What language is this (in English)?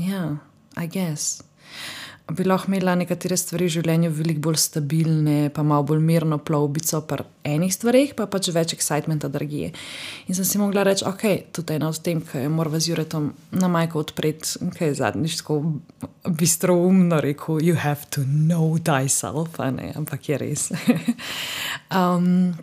Slovenian